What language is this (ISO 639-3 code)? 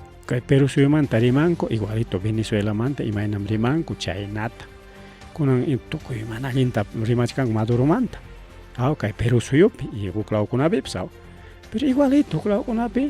quy